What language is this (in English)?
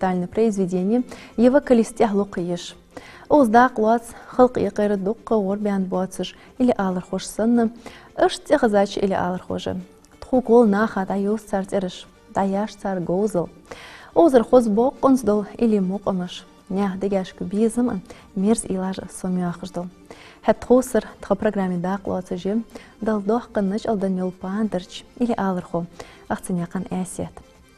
Ingush